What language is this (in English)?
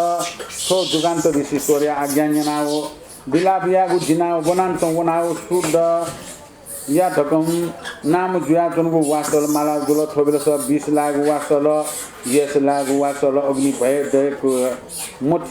Newari